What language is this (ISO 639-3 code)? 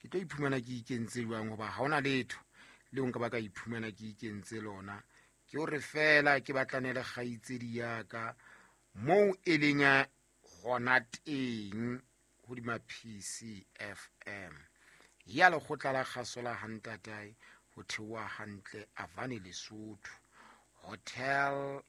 sot